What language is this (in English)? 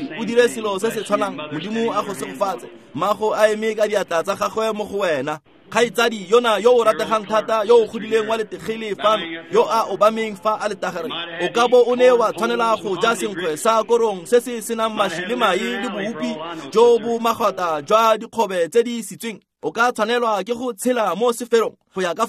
Tswana